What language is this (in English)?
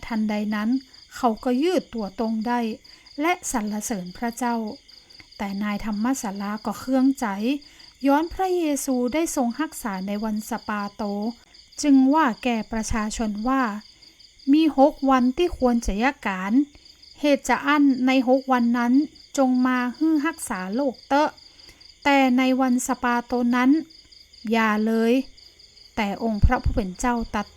Northern Thai